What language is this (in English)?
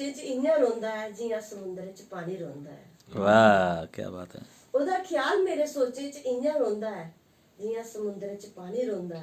Dogri